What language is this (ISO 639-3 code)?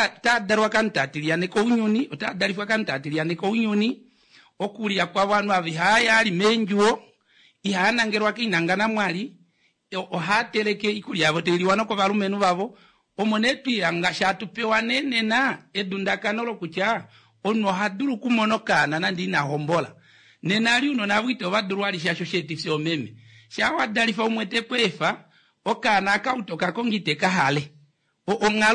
kua